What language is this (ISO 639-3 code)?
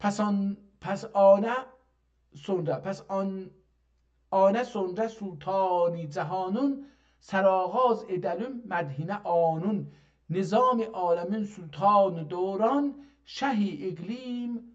azb